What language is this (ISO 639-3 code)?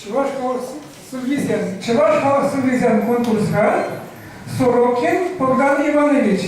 chv